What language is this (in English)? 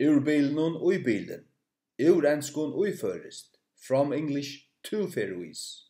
Faroese